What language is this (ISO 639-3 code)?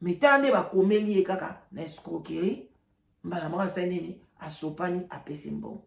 lin